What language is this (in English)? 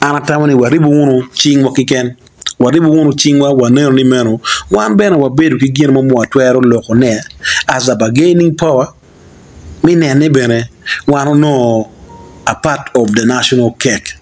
Acoli